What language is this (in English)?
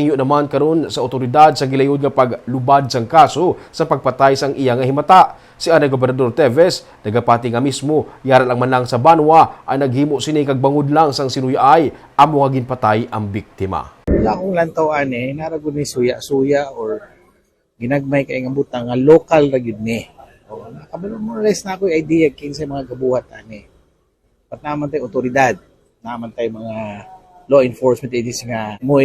Hiligaynon